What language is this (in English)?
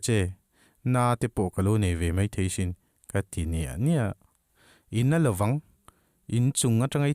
Mizo